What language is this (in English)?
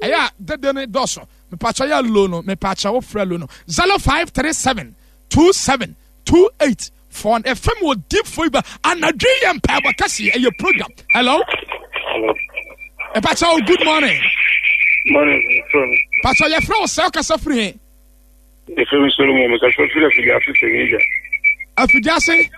Akan